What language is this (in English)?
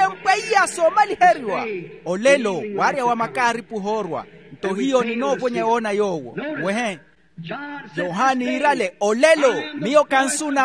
Makhuwa